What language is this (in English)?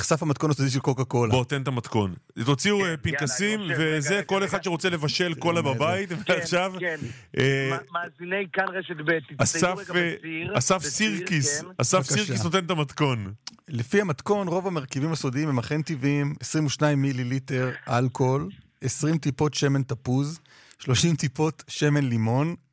Hebrew